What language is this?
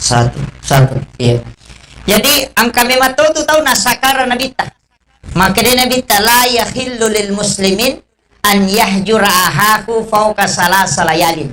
Buginese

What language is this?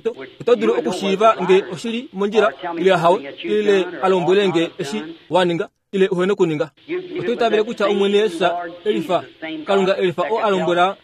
Kuanyama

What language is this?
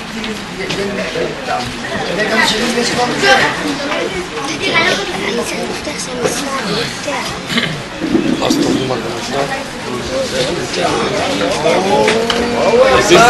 Hebrew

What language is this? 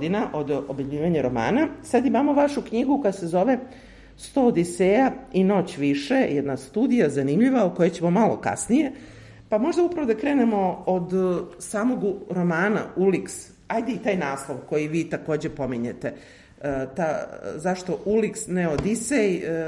Serbian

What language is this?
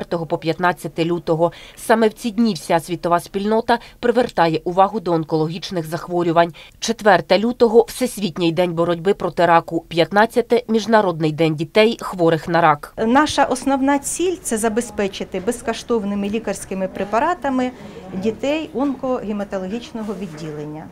Ukrainian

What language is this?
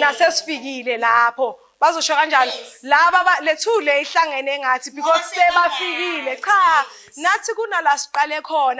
Zulu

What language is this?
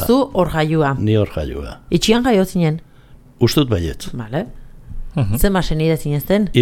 Basque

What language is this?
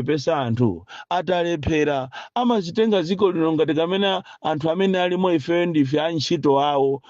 Nyanja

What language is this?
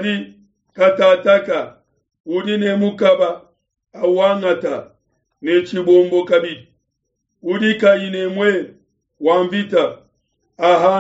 Luba-Lulua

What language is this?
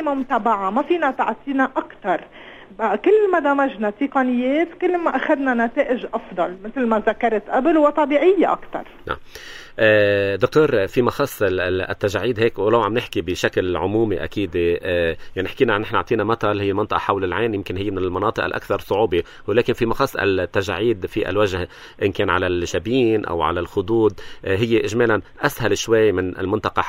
North Levantine Arabic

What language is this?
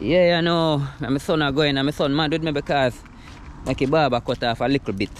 Jamaican Creole English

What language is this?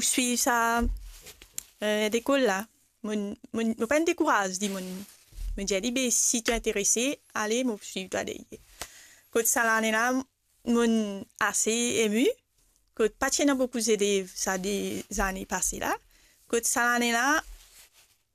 Morisyen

